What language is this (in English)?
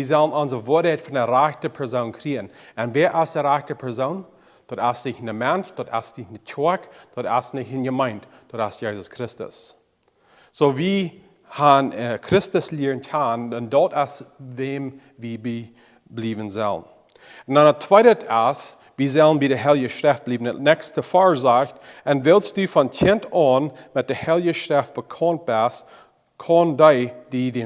Plautdietsch